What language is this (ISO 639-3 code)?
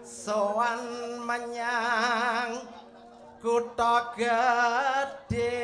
jav